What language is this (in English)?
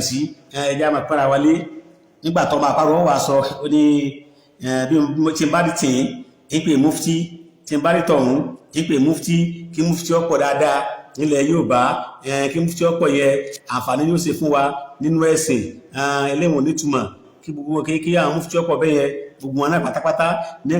Yoruba